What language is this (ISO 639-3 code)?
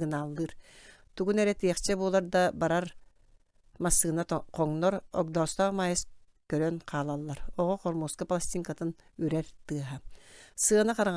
sah